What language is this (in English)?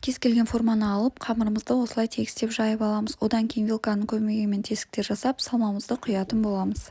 Kazakh